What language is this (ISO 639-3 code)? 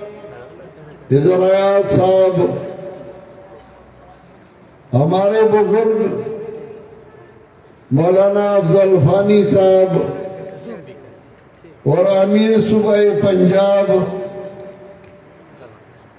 urd